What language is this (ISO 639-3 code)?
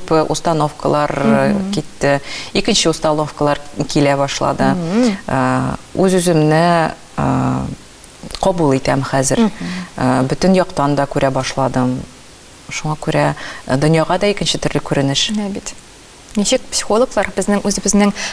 tat